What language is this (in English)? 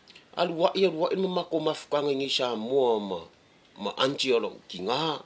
Samoan